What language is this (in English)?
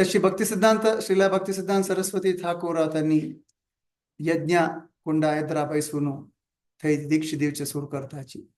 Konkani